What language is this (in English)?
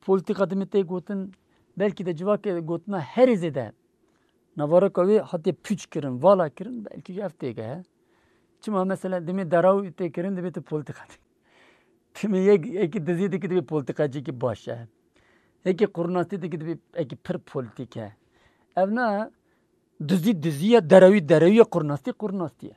Kurdish